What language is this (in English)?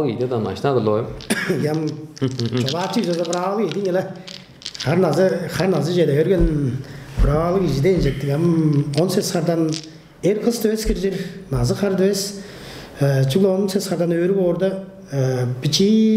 Tuvinian